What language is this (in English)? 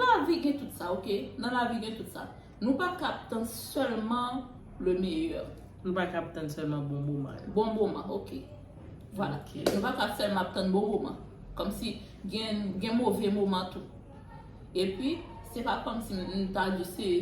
Haitian Creole